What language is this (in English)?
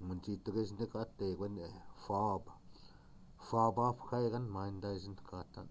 Chippewa